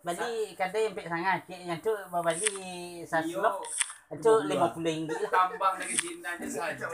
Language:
Minangkabau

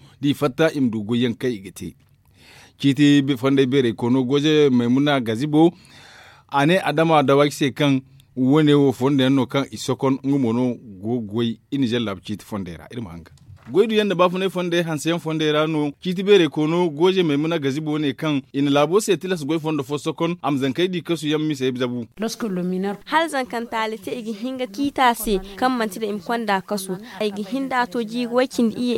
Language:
Zarma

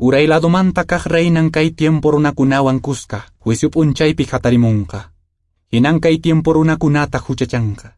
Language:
Quechua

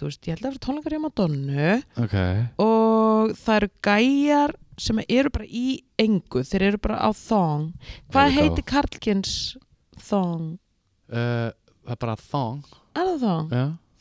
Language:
Icelandic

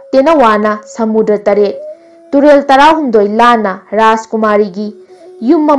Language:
Manipuri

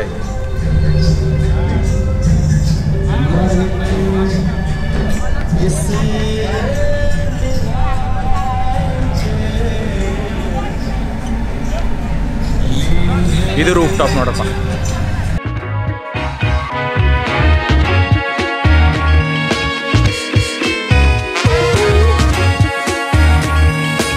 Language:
Kannada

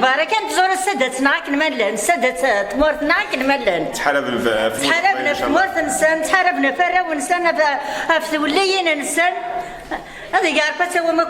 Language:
Kabyle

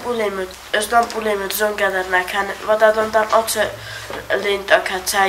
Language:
Ossetic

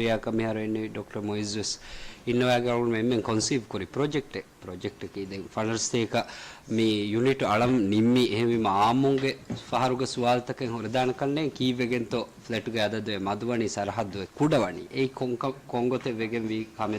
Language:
Divehi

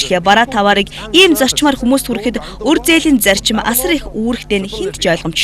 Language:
Mongolian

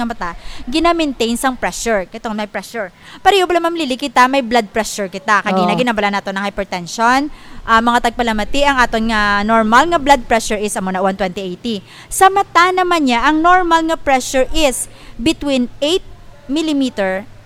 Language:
Hiligaynon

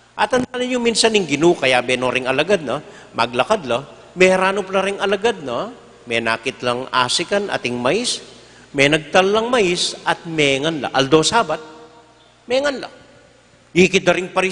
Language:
Pampanga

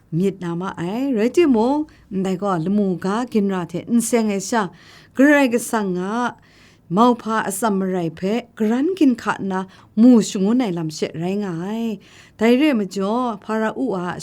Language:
Kachin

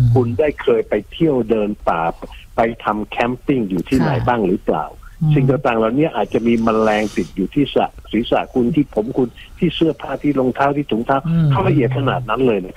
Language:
Thai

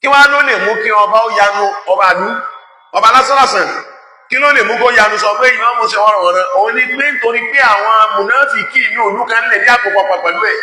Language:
Yoruba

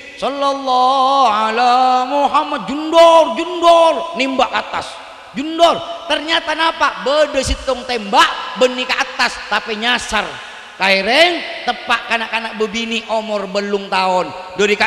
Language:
Madurese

